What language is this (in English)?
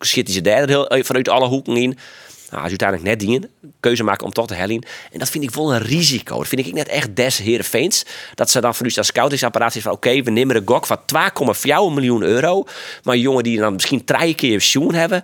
Western Frisian